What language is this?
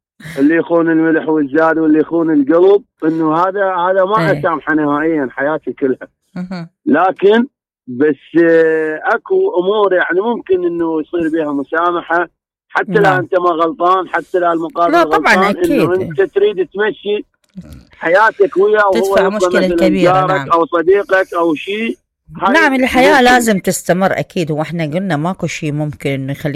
Mesopotamian Arabic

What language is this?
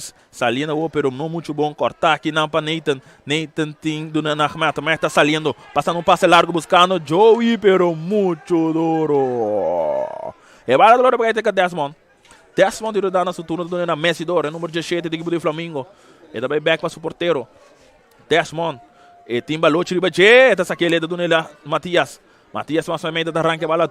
Papiamento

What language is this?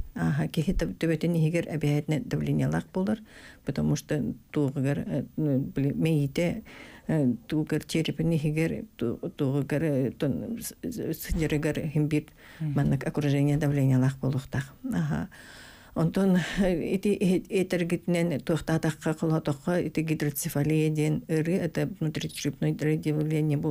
Yakut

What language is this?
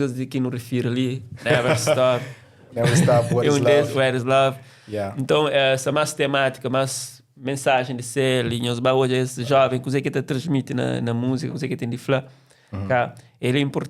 Kabuverdianu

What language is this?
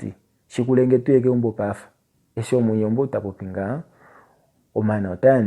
Kuanyama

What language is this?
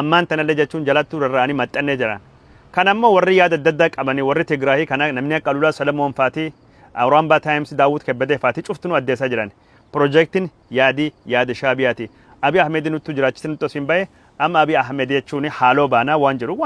Oromo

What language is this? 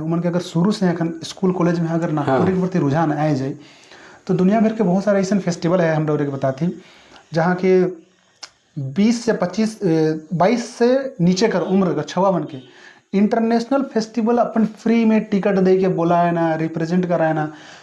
Sadri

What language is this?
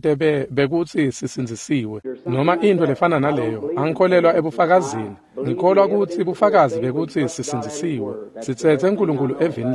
Swati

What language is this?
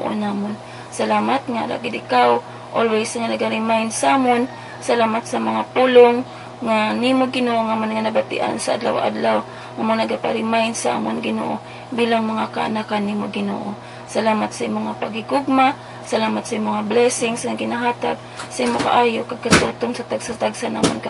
Hiligaynon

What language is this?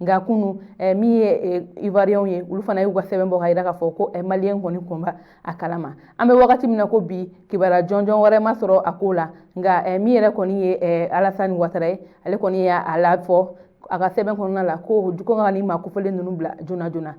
Bambara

